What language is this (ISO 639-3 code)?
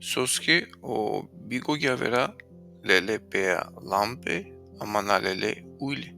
rmn